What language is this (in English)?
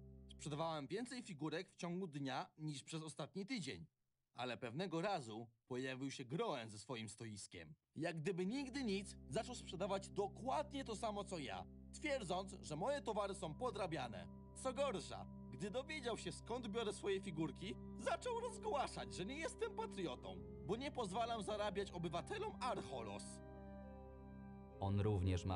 Polish